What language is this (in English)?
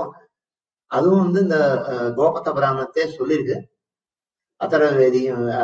Tamil